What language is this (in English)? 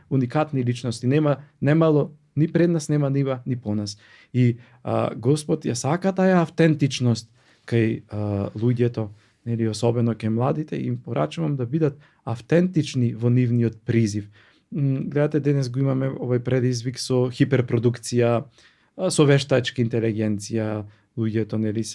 Macedonian